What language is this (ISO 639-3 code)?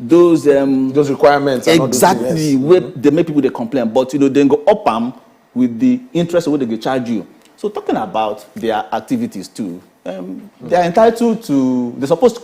pcm